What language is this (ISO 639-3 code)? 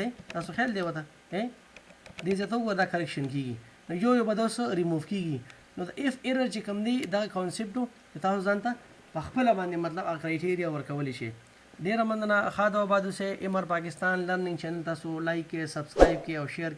pus